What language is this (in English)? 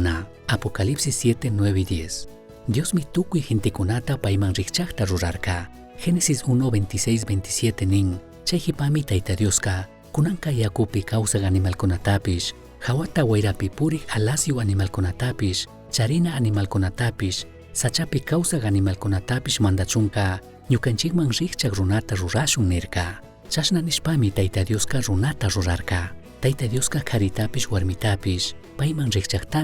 Chimborazo Highland Quichua